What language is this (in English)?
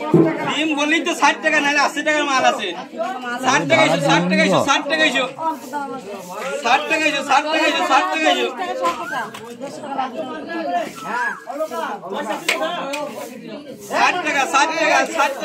Bangla